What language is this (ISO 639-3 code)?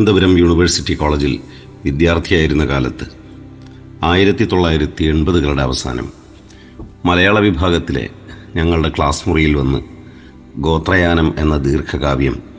mal